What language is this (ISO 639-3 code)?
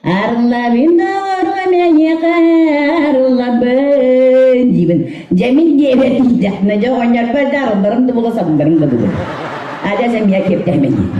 sah